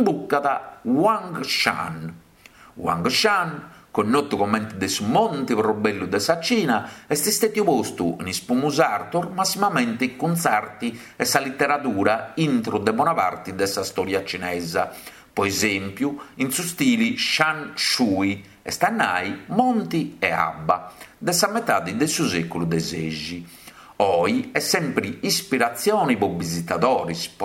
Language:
Sardinian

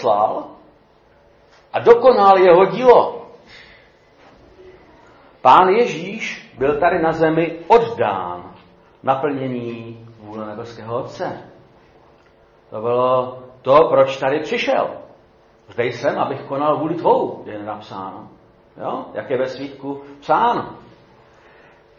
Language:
Czech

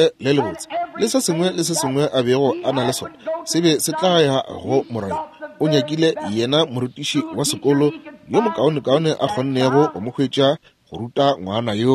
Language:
Northern Sotho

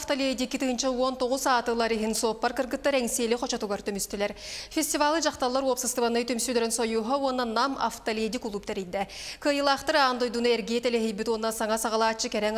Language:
Yakut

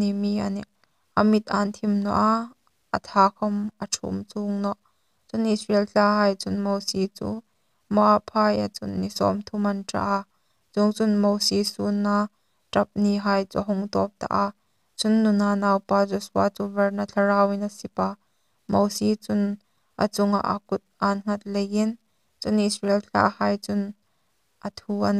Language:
Hmar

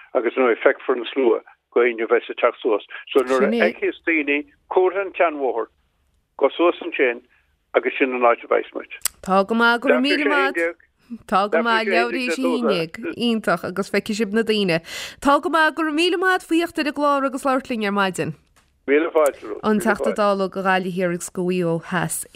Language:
Irish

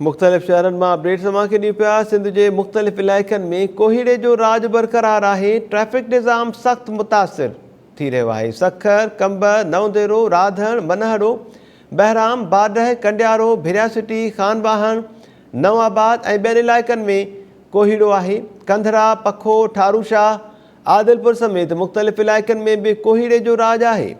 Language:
Sindhi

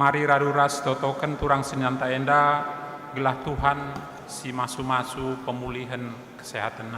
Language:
Batak Karo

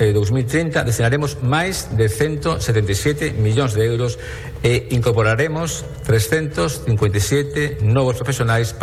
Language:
Galician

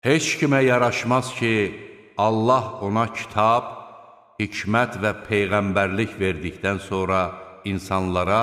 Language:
Azerbaijani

